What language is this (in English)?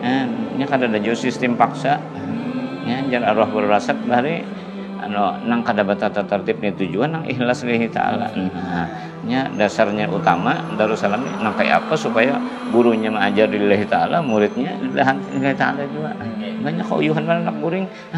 Banjar